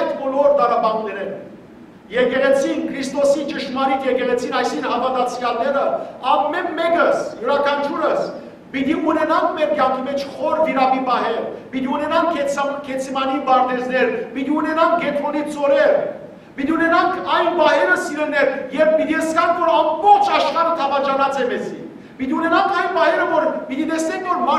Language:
Western Armenian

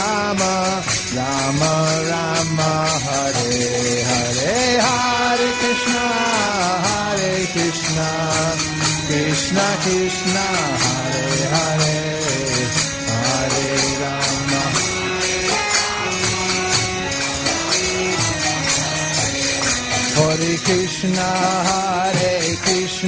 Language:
Hindi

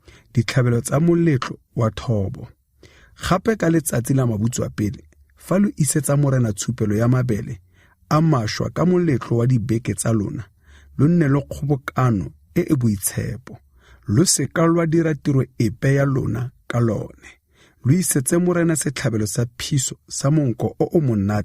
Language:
Tswana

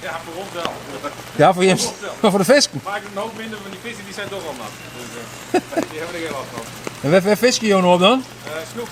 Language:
Western Frisian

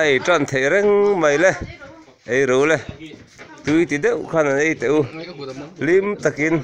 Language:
Mizo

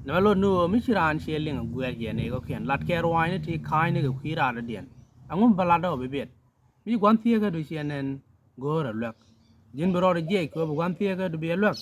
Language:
Nuer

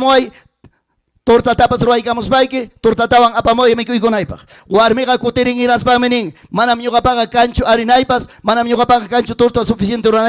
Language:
Ayacucho Quechua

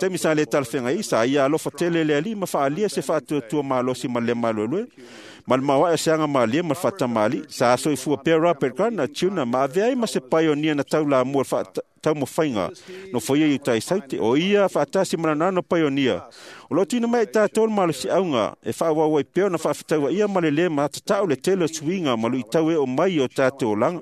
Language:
Samoan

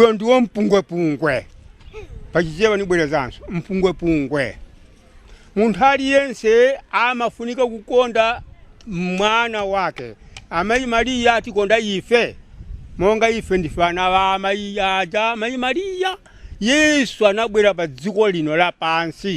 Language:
Nyanja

